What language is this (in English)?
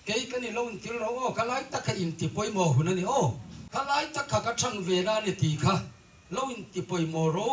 Hmar